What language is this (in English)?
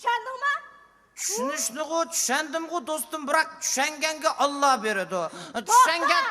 Uyghur